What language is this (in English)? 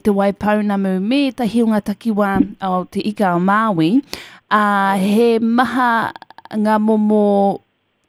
Māori